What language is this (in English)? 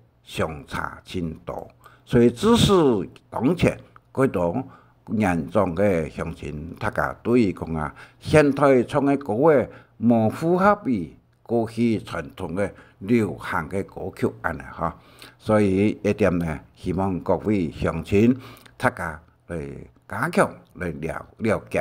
Hakka Chinese